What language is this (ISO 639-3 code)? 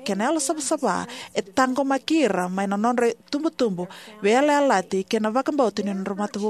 fij